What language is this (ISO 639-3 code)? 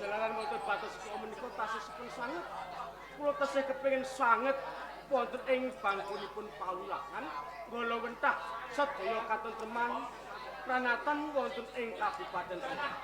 jav